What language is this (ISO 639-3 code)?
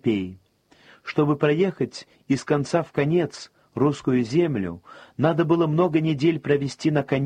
rus